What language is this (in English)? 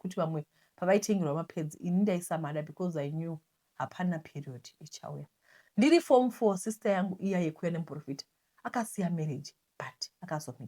Shona